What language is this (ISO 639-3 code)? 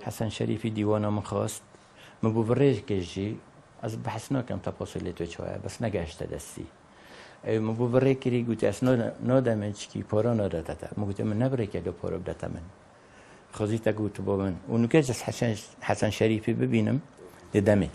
kur